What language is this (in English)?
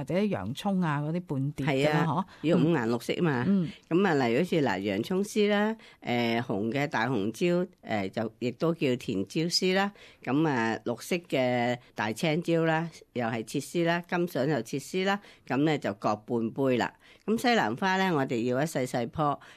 Cantonese